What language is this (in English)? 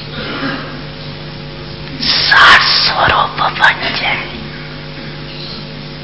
Hindi